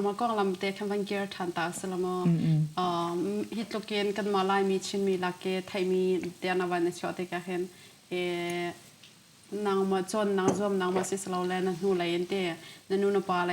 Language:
Hakha Chin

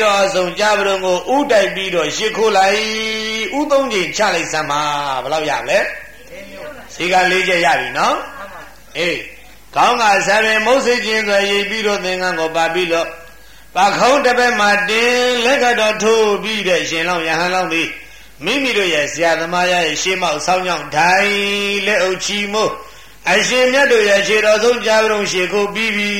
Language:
Burmese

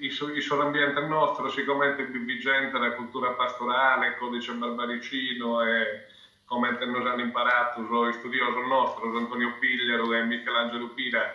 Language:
Sardinian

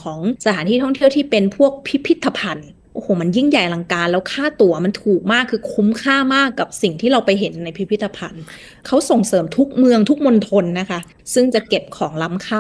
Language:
Thai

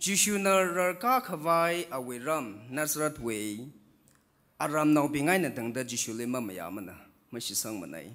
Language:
Tangkhul Naga (India)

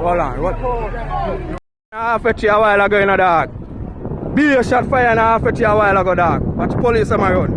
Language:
Jamaican Creole English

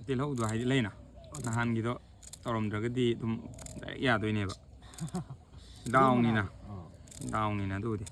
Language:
Manipuri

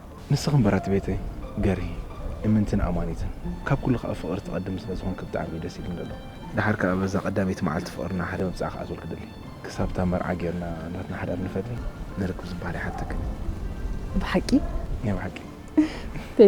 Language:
Tigrinya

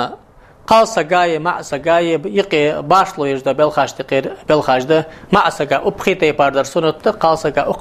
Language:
Ingush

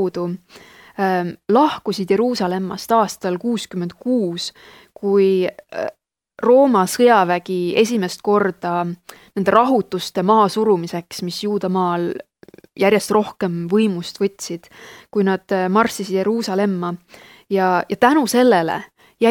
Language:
Estonian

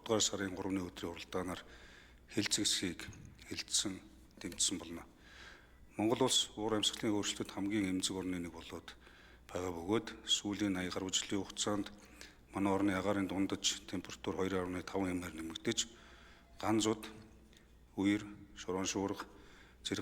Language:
Mongolian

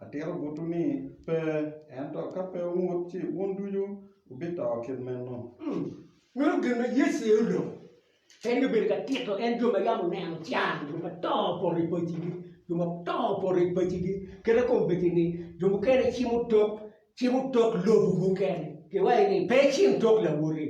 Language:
Acoli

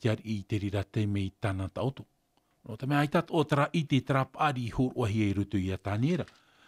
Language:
Tahitian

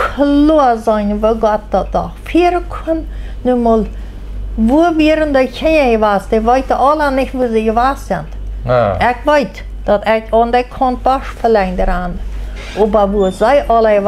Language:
Plautdietsch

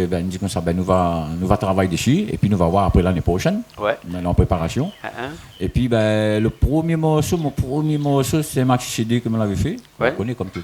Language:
Réunion Creole French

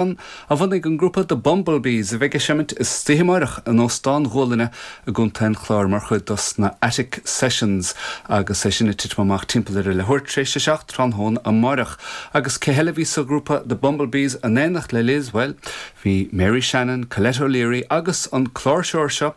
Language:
Irish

